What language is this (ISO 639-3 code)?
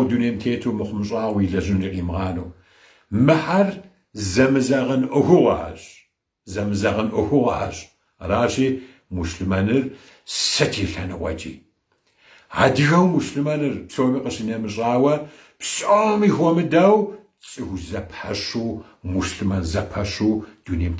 kbd